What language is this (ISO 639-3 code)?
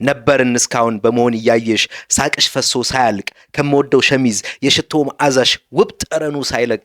amh